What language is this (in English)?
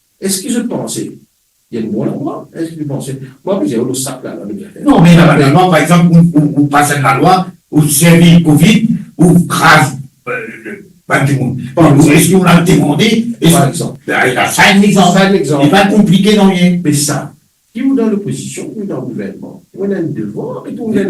Morisyen